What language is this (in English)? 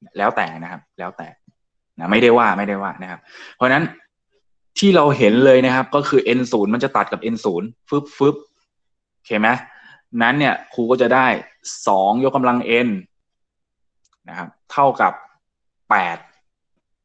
Thai